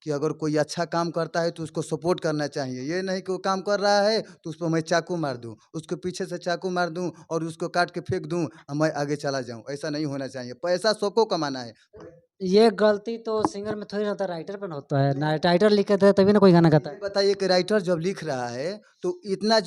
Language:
Bhojpuri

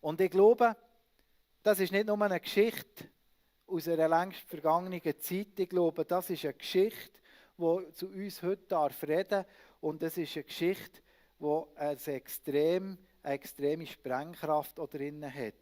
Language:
Swiss German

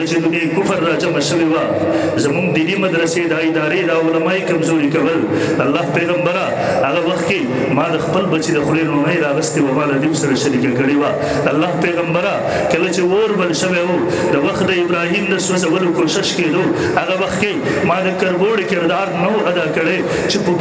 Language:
Pashto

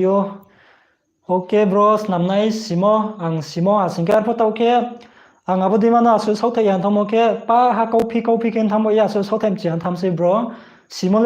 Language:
Riang (India)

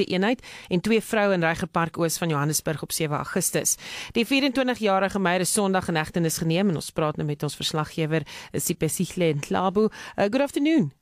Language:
Afrikaans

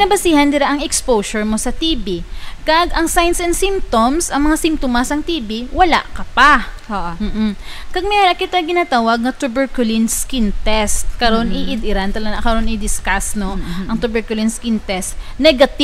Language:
Hiligaynon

